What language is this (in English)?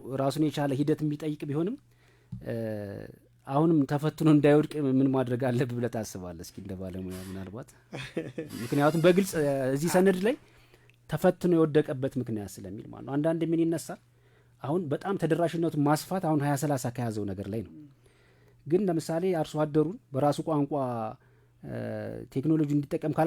Amharic